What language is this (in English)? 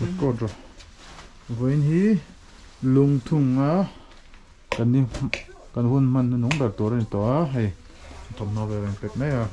Mizo